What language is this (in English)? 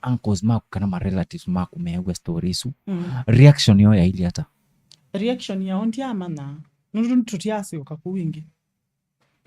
Kamba